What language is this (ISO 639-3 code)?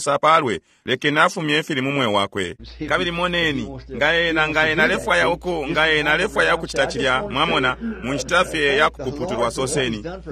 bem